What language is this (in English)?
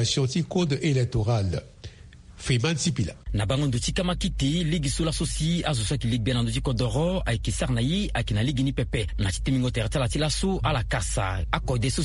Sango